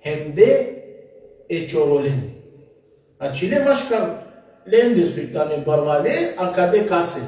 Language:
Balkan Romani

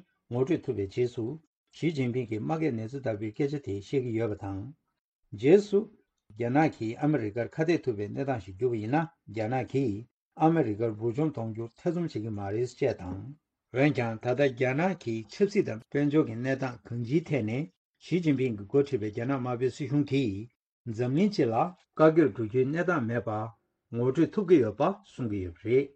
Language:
Tibetan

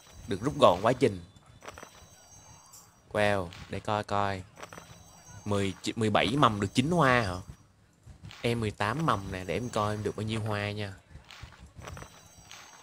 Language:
Vietnamese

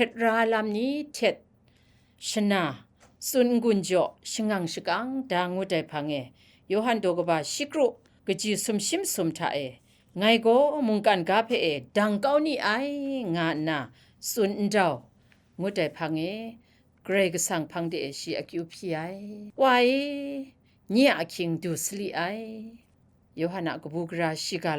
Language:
Kachin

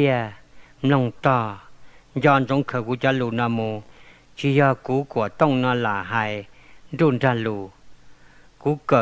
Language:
Hmong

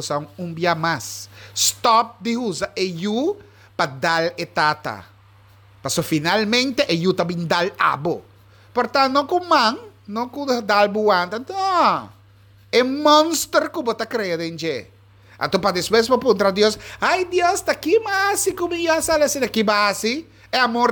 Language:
Papiamento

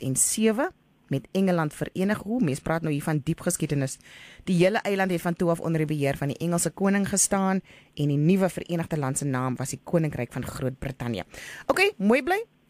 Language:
Afrikaans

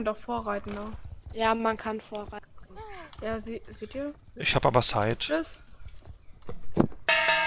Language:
German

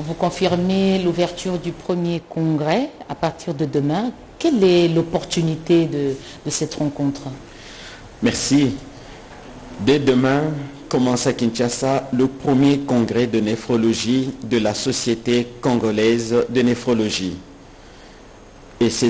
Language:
French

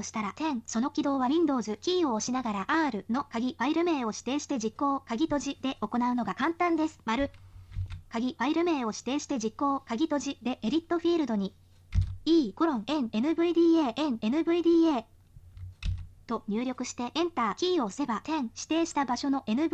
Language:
Japanese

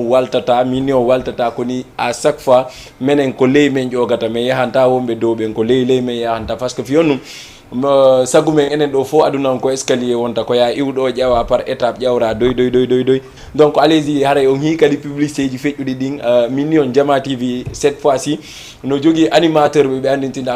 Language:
Fula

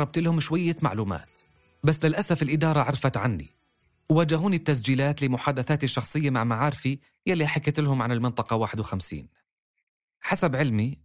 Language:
North Levantine Arabic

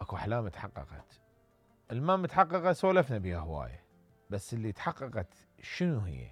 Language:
Mesopotamian Arabic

